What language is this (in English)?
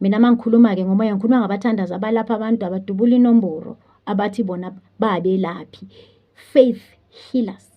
Zulu